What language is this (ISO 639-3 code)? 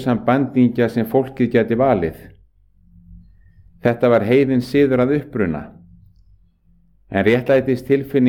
isl